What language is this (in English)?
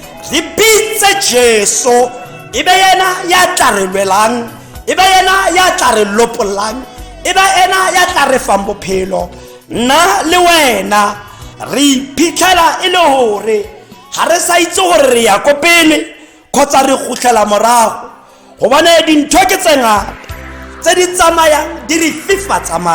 Tswana